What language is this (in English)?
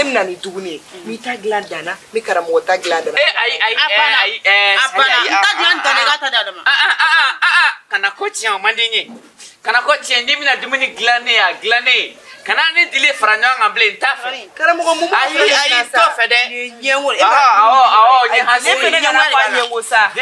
Bambara